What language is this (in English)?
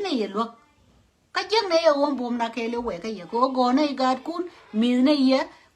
Nuer